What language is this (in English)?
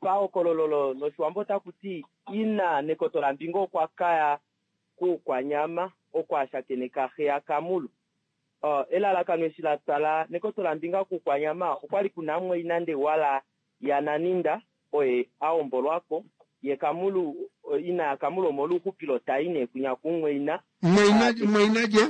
Kuanyama